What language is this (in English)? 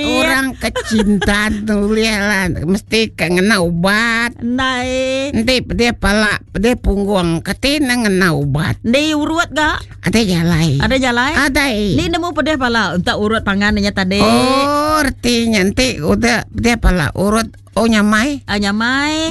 Iban